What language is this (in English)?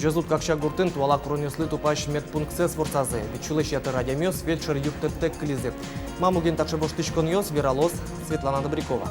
Udmurt